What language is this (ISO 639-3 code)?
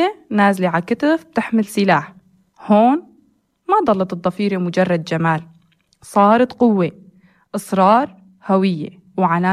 apc